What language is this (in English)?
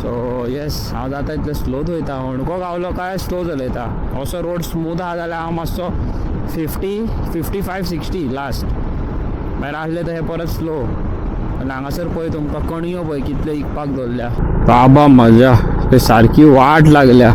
Konkani